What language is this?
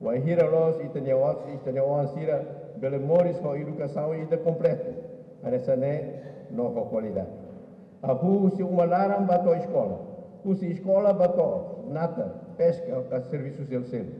Tetum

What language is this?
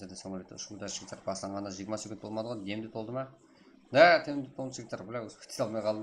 Kara-Kalpak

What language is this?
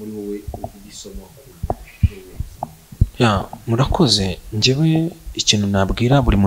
Kinyarwanda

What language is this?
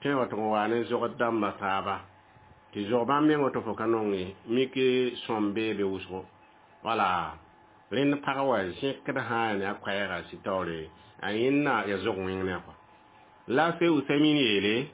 Mossi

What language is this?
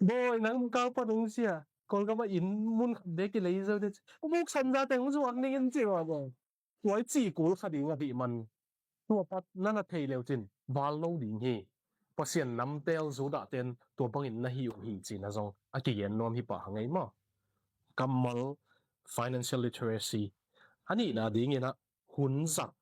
Tedim Chin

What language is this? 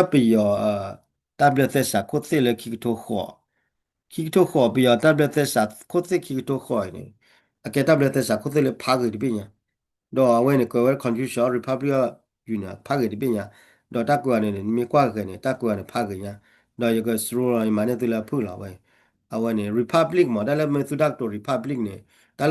S'gaw Karen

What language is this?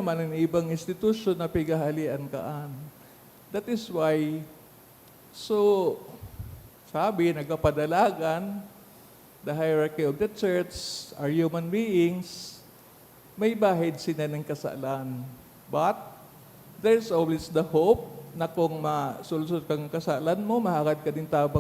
Bikol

